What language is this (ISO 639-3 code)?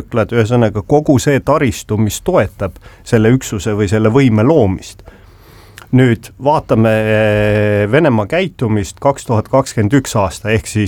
est